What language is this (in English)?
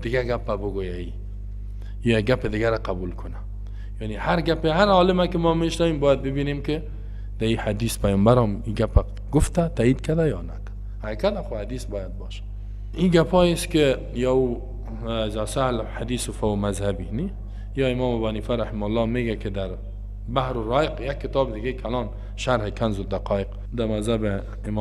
Persian